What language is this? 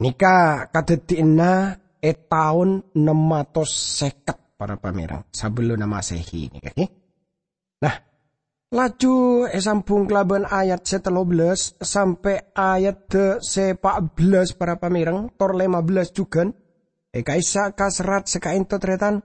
Madurese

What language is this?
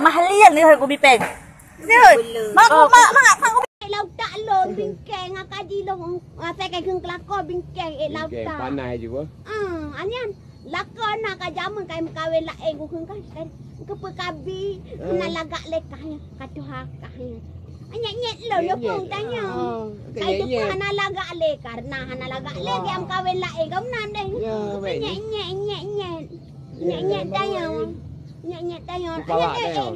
Achinese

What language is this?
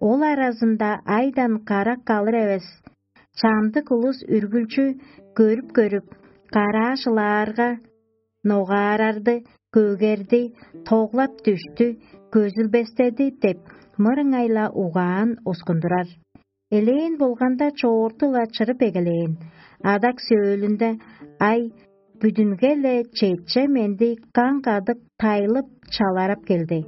Tuvinian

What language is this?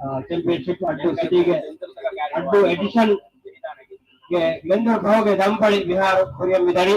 Divehi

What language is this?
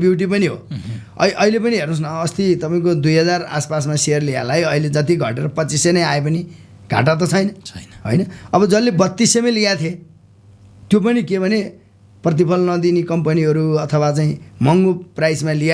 Nepali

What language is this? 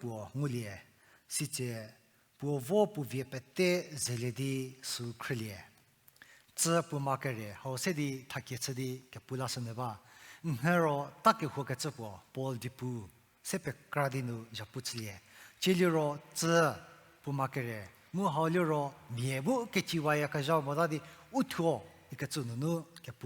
Angami Naga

